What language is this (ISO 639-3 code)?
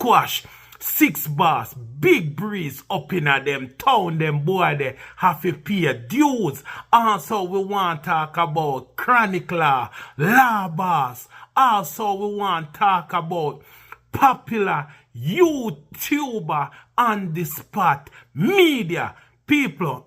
jam